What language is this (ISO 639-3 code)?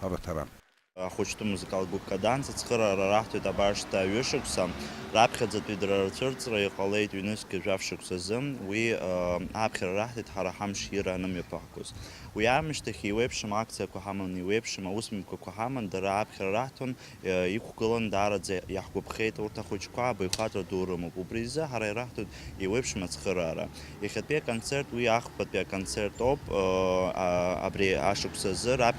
abk